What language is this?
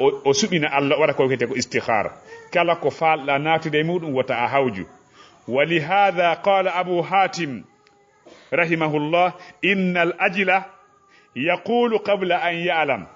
Fula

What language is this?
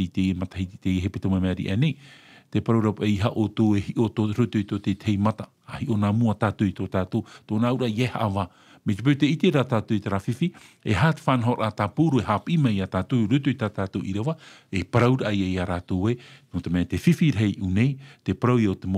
Tahitian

